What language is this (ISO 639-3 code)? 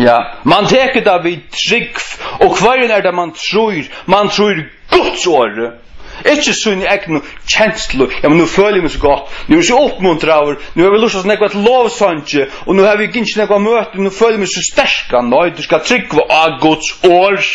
fao